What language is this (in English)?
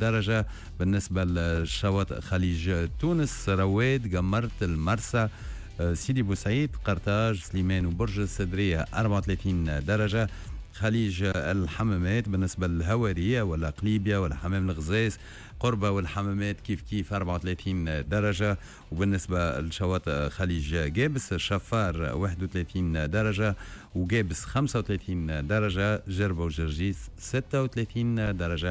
Tunisian Arabic